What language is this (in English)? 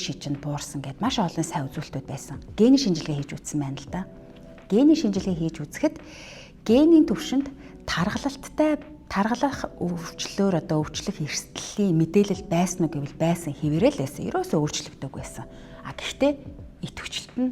Mongolian